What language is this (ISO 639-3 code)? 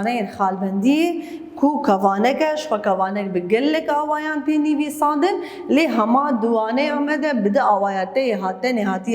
kur